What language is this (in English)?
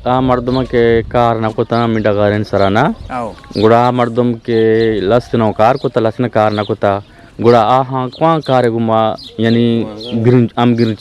Eastern Balochi